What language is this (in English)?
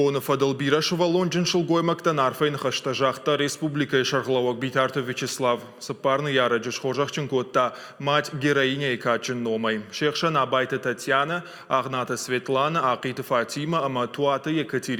Ossetic